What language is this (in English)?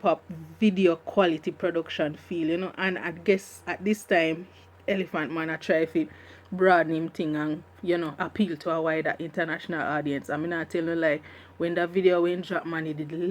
Jamaican Creole English